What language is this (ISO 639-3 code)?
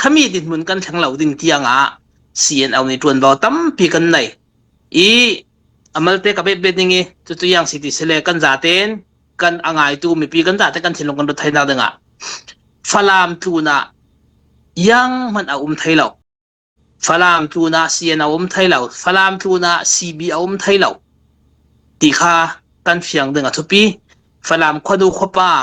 cfm